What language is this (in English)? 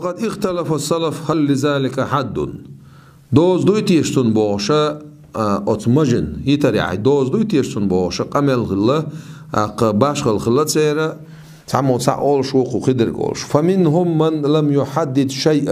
Chechen